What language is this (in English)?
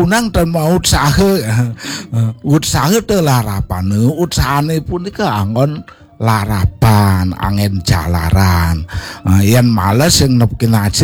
Balinese